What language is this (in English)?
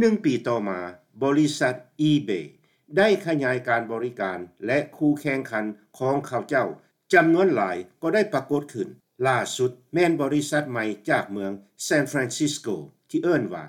Lao